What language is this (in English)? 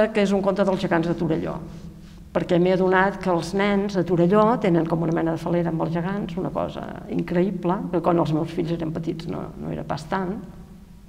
Catalan